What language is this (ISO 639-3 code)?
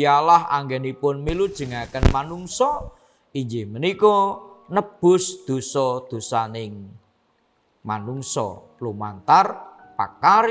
jav